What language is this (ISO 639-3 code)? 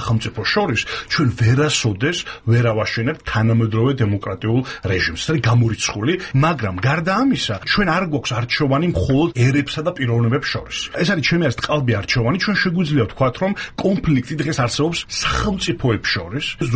kat